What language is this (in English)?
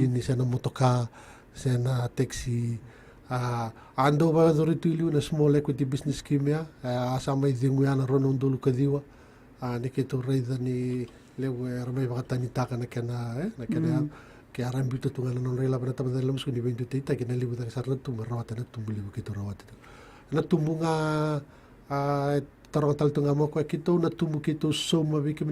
Fijian